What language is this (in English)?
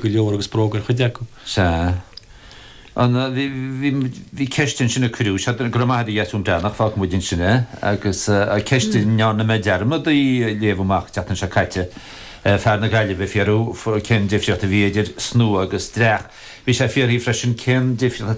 Irish